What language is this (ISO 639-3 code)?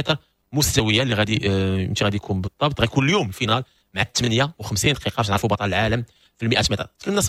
ary